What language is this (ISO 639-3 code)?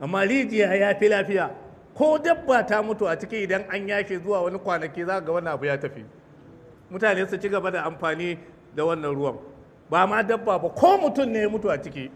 hau